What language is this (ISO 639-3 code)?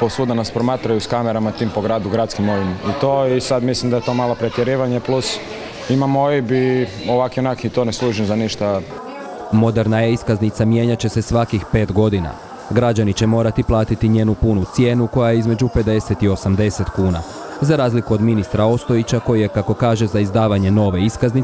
hrv